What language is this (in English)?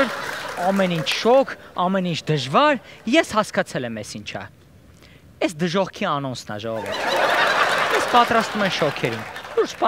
Armenian